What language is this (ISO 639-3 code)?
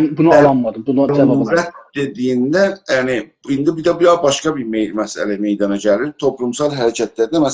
azb